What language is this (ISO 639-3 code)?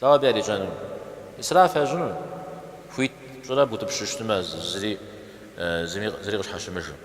kbd